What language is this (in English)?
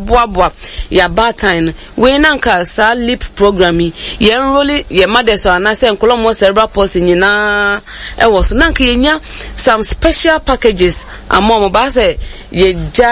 Akan